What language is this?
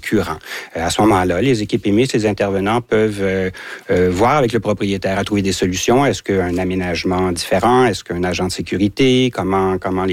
French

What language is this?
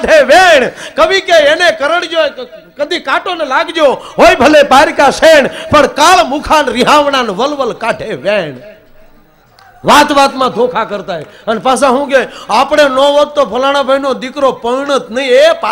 Gujarati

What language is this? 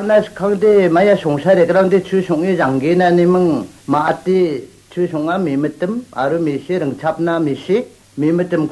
Garo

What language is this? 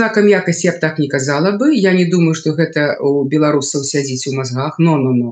Belarusian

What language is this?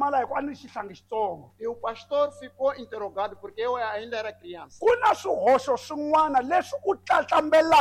Tsonga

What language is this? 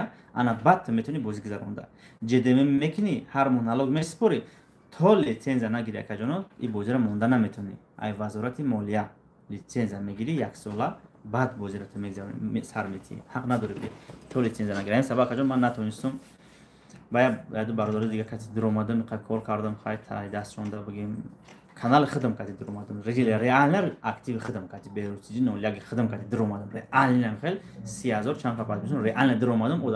Tajik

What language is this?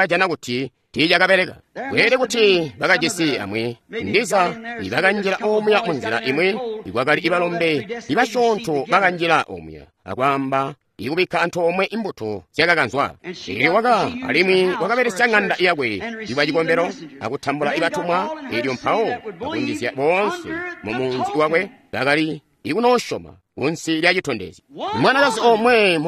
Tonga (Zambia)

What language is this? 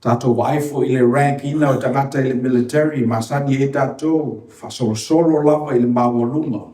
Samoan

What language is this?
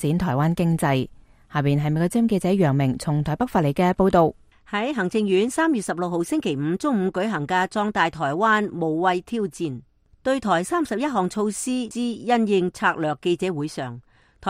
Cantonese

